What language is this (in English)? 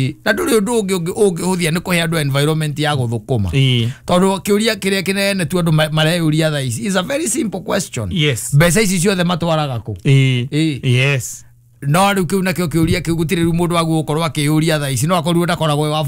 Kikuyu